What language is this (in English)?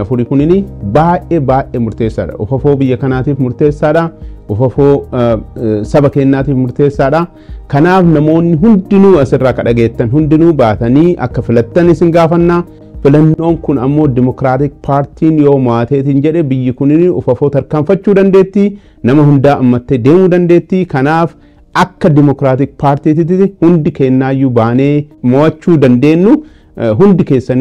Oromo